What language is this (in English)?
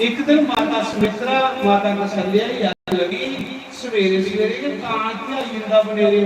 Dogri